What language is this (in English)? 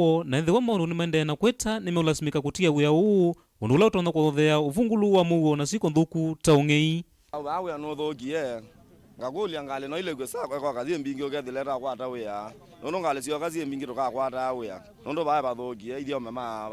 Kamba